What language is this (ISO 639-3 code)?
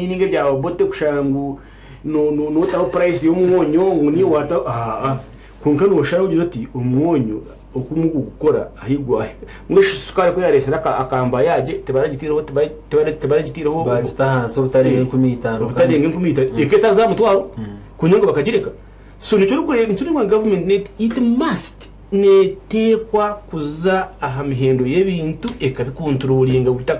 nyn